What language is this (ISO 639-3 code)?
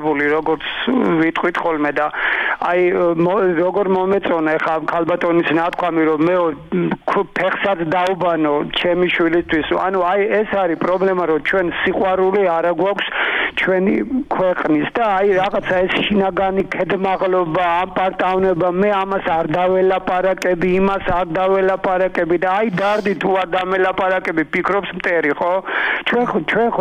kat